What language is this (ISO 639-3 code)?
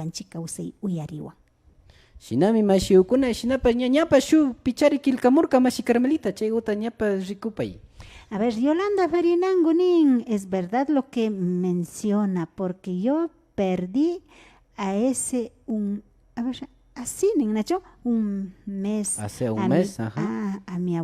qvi